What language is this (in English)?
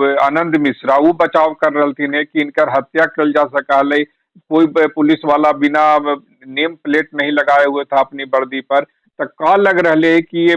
Magahi